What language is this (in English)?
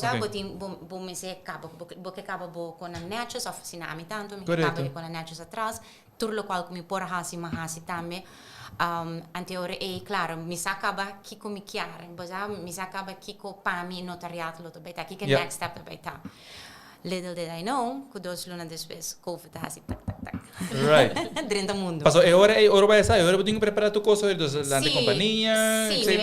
Papiamento